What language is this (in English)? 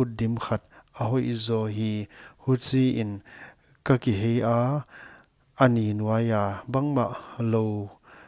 Paite Chin